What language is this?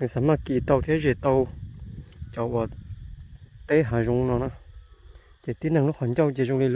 Hmong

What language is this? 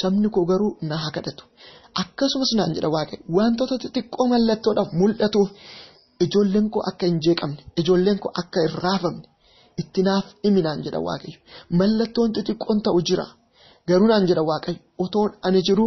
Oromo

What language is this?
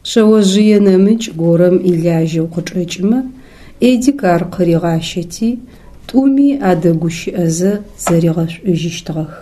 Adyghe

